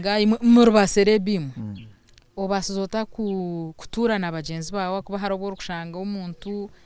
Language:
Nyankole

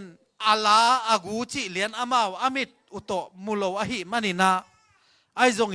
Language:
Tedim Chin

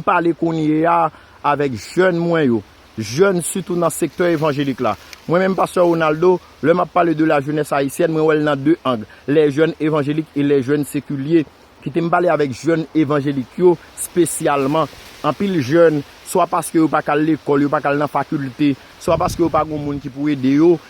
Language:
Haitian Creole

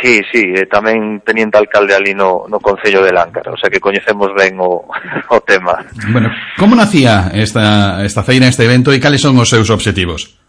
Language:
Galician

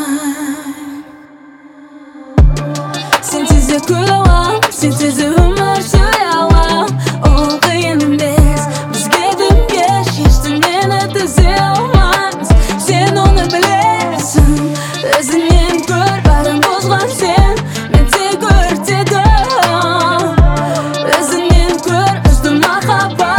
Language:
Kazakh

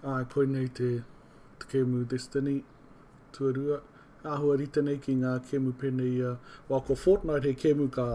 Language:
Māori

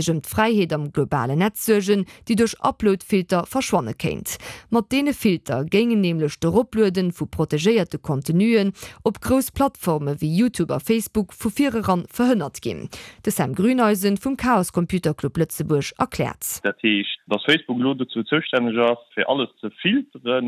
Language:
Luxembourgish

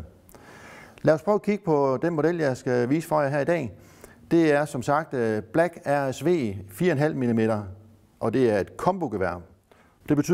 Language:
Danish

